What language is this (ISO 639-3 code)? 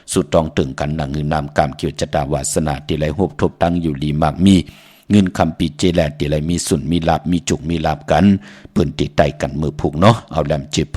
shn